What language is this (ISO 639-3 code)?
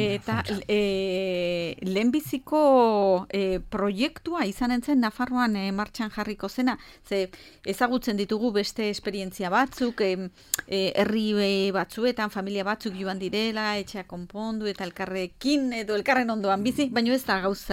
eus